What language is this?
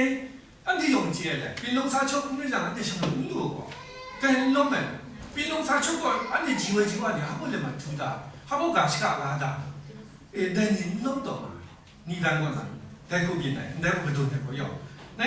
Kachin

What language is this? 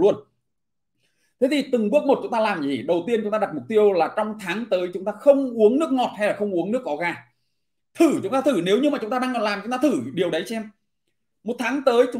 Vietnamese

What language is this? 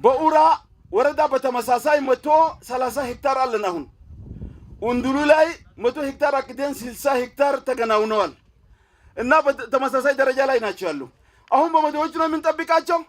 Amharic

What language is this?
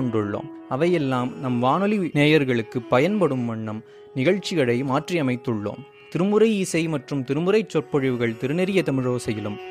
Tamil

